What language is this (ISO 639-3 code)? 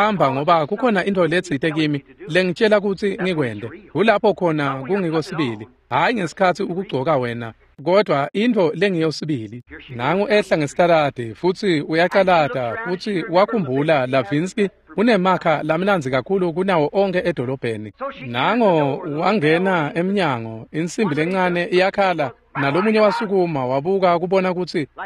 ssw